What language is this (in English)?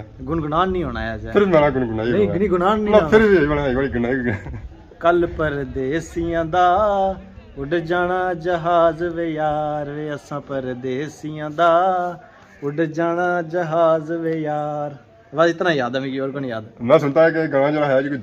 Pahari-Potwari